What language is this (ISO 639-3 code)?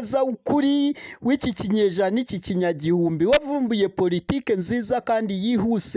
kin